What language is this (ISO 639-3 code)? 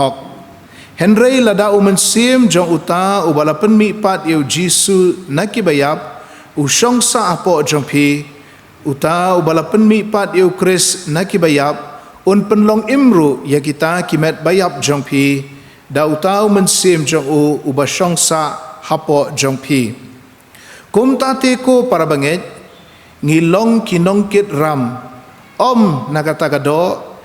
kha